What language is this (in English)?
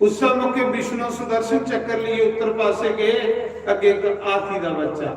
Dogri